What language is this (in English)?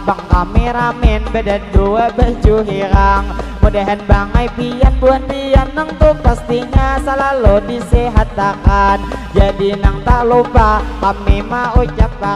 Banjar